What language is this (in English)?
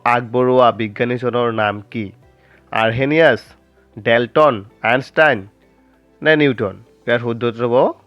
Assamese